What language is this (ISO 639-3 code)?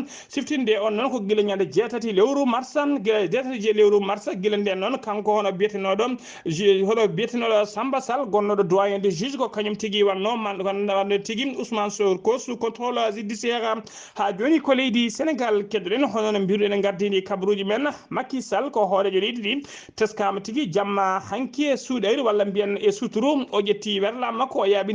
ful